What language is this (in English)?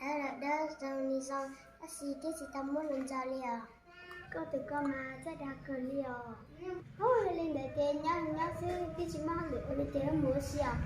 Hmong